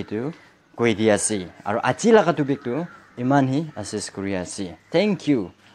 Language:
Naga Pidgin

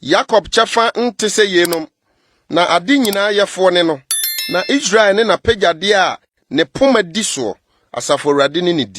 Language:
Akan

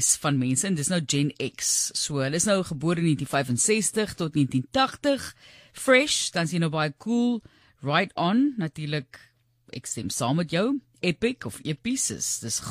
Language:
Afrikaans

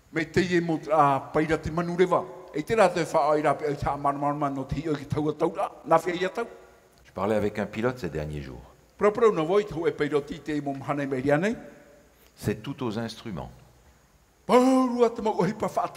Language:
Tahitian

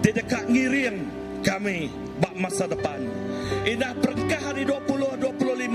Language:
Iban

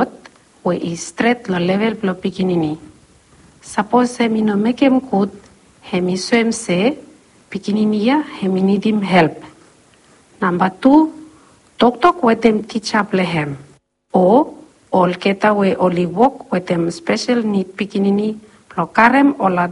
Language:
Bislama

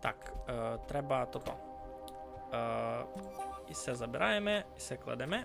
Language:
Rusyn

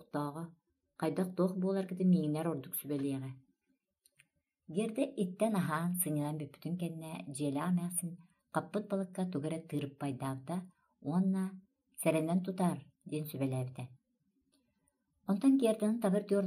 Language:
Yakut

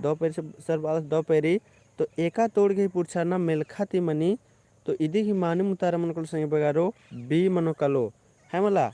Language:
Kurukh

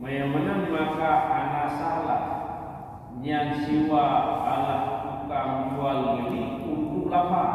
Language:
Achinese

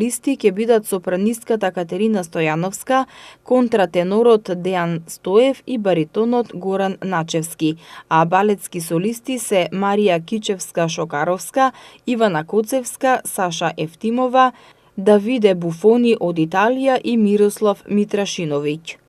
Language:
Macedonian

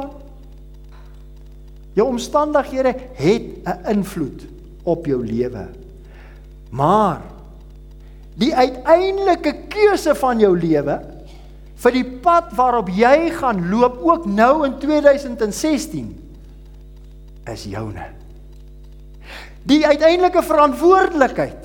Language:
Afrikaans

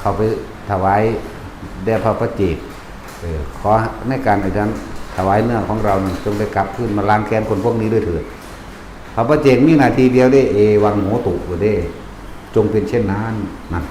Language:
Northeastern Thai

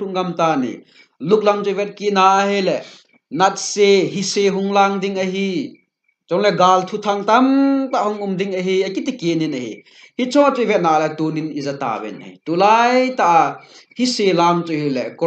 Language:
Thado Chin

